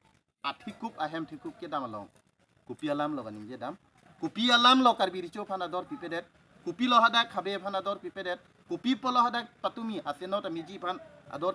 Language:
Karbi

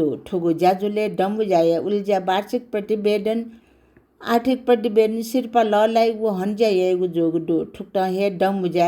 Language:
Newari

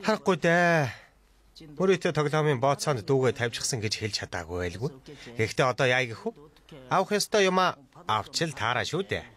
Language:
Mongolian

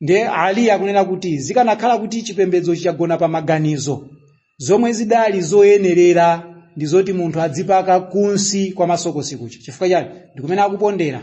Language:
Nyanja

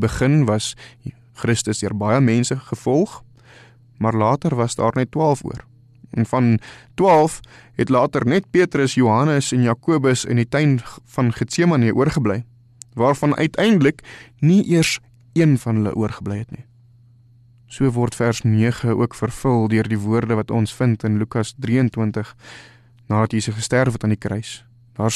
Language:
Afrikaans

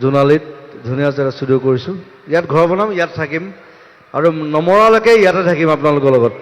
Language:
Assamese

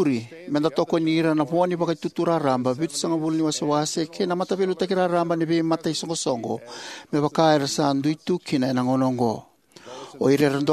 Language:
Fijian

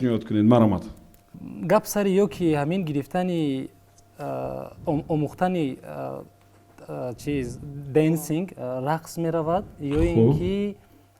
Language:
Tajik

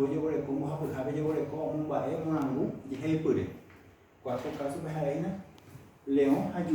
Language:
Guarani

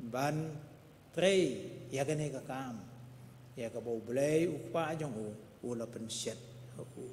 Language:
Khasi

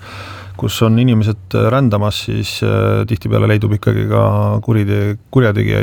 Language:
Estonian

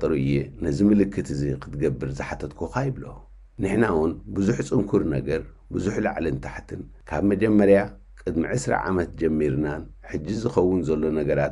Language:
Tigrinya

